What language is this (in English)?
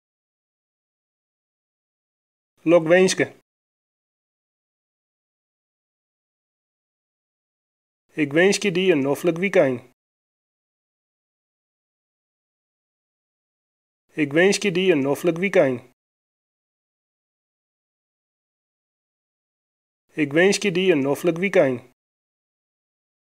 Western Frisian